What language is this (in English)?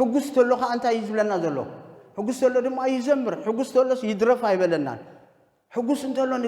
Tigrinya